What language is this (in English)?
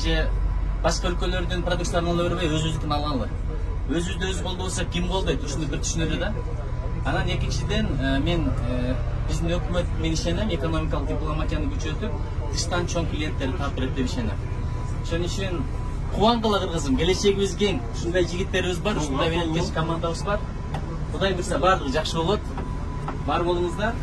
Kyrgyz